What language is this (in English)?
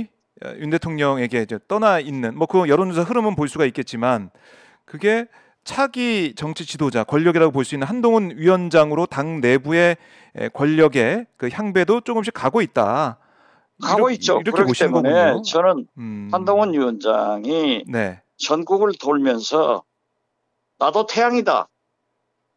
Korean